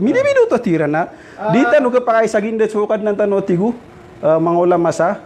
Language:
Maranao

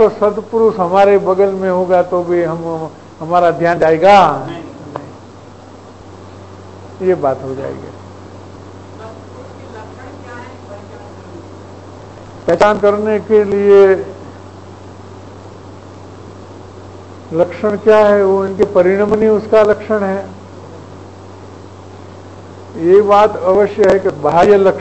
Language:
Hindi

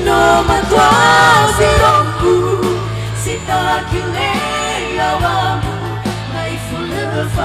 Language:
Nias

